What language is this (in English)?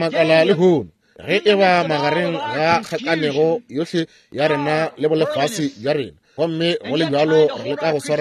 Northern Sotho